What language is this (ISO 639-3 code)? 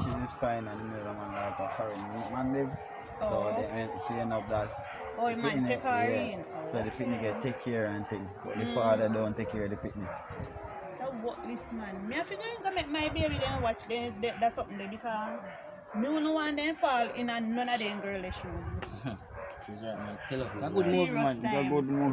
jam